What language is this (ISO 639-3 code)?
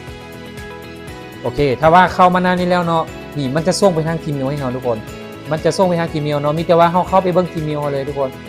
lao